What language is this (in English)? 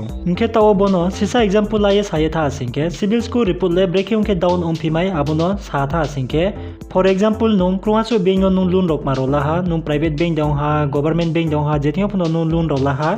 Riang (India)